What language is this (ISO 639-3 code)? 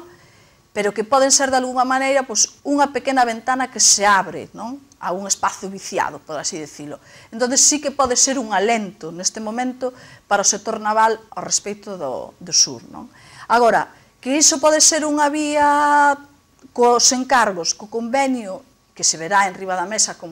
glg